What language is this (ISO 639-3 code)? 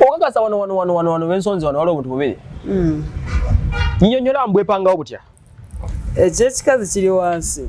lug